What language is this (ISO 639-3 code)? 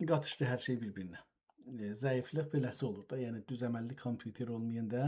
azb